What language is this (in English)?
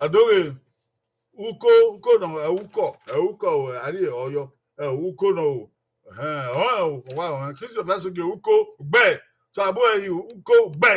Bini